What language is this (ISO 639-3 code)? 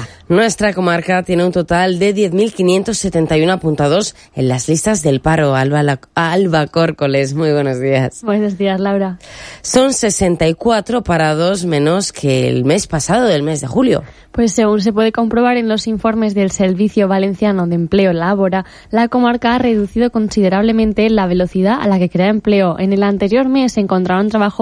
spa